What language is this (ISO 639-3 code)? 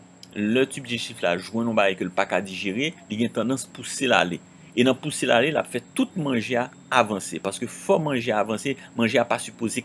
hat